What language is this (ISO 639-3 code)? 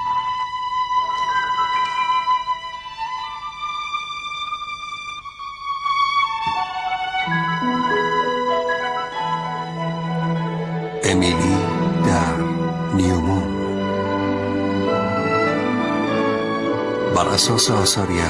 fas